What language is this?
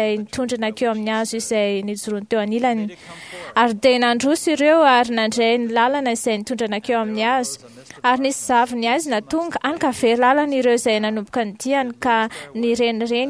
Malagasy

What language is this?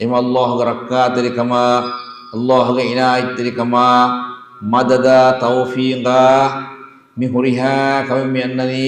Divehi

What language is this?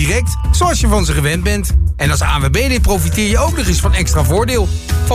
Dutch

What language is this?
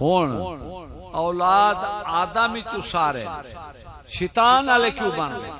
Saraiki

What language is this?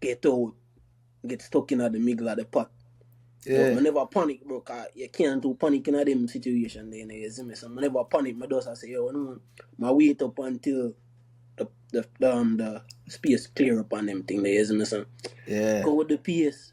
Jamaican Creole English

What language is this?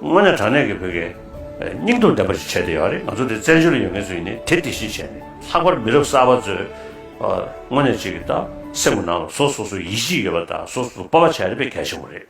Tibetan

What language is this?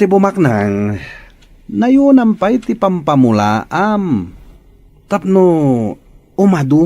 Iloko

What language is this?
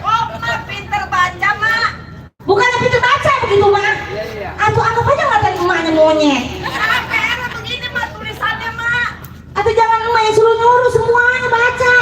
Betawi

